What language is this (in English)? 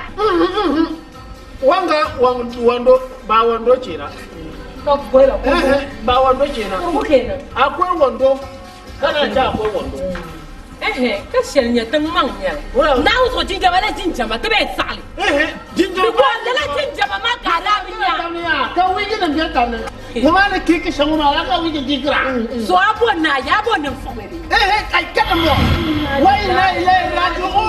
Dagbani